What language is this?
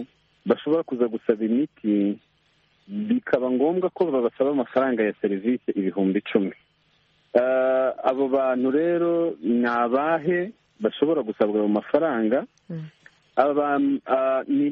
Kinyarwanda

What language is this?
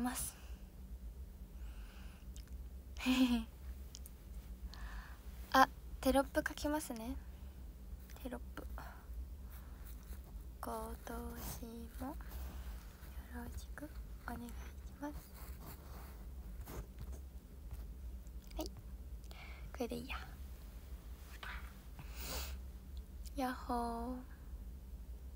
Japanese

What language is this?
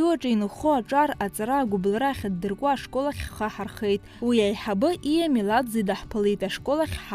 Abkhazian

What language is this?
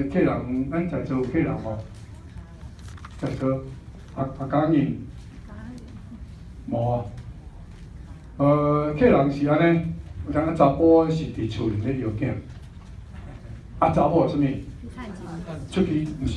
Min Nan Chinese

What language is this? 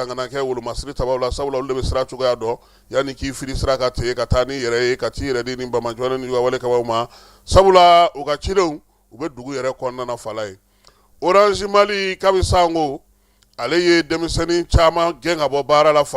Bambara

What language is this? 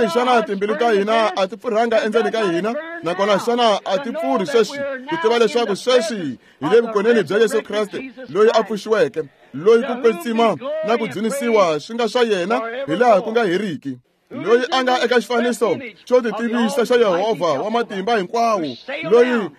Tsonga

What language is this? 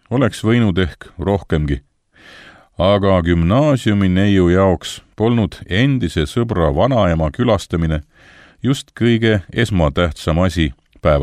Estonian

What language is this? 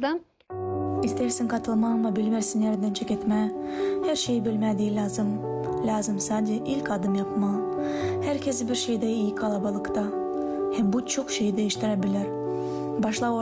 Gagauz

